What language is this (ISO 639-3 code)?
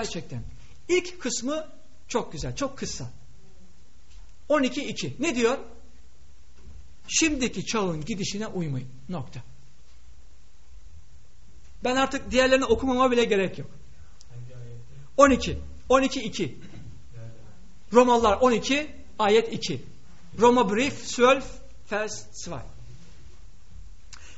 tur